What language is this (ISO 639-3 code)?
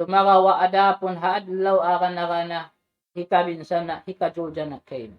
tsg